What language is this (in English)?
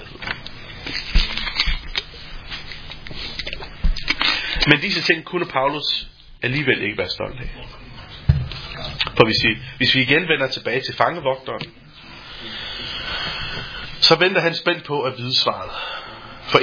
Danish